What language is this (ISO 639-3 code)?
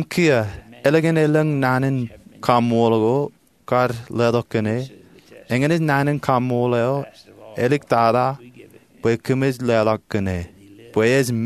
mah